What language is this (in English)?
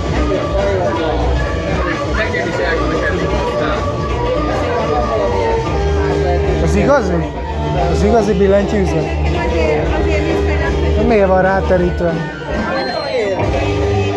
Hungarian